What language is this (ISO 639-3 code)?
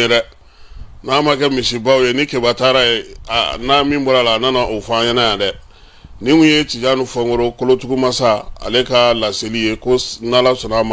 bam